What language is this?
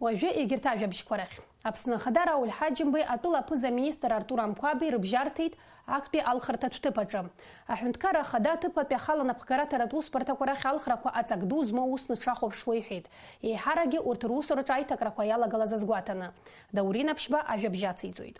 Abkhazian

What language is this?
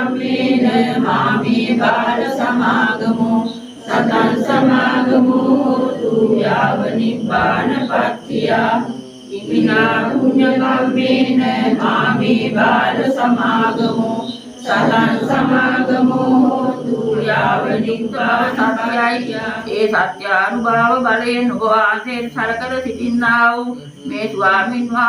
Sinhala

